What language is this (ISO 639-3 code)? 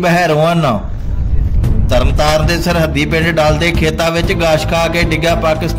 pan